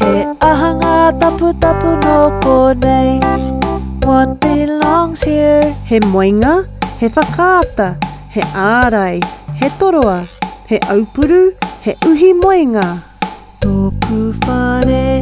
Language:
Māori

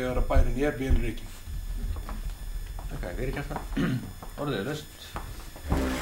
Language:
Icelandic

